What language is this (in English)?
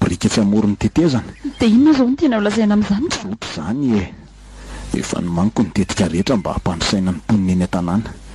Malagasy